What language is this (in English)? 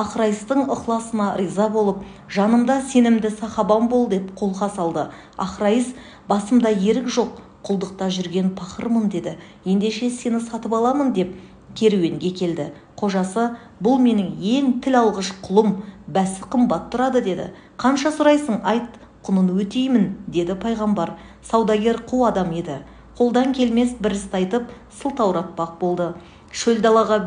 Kazakh